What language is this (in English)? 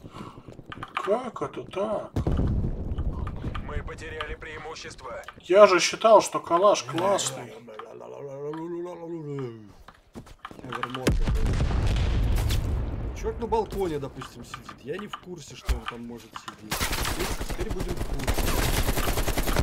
Russian